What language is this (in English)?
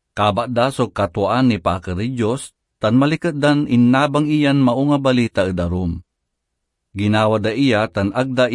Pangasinan